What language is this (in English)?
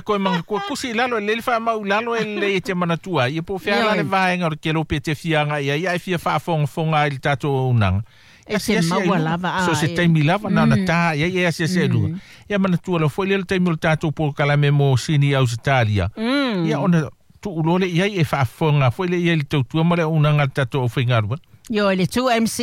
Samoan